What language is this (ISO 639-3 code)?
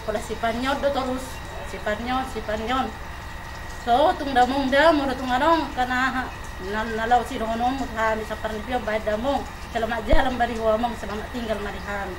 bbc